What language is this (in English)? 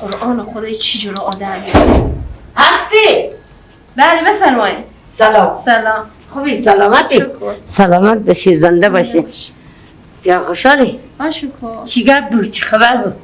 Persian